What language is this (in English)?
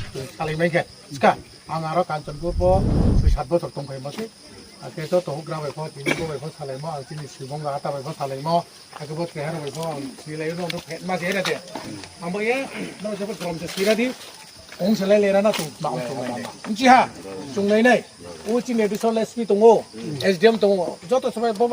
Riang (India)